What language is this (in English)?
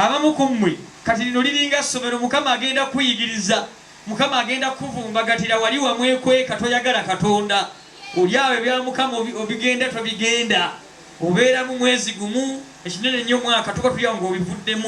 Ganda